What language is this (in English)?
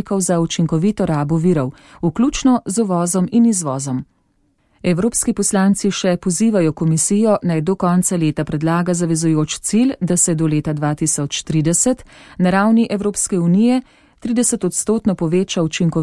Slovenian